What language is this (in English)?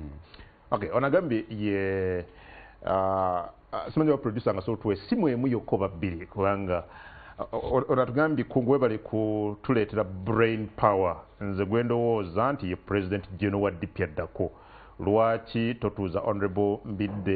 Ganda